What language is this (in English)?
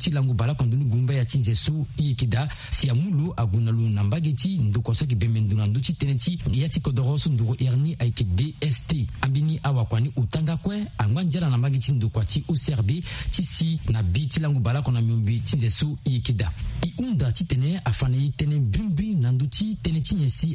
Sango